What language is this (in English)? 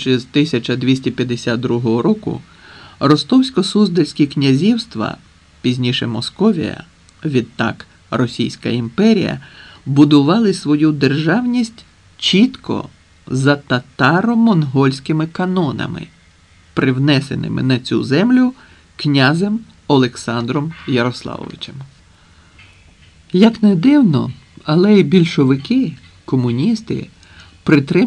Ukrainian